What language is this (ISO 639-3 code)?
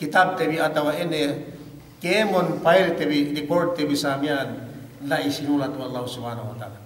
yka